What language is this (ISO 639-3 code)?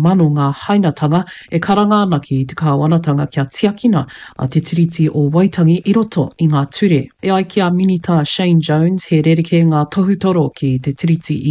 mri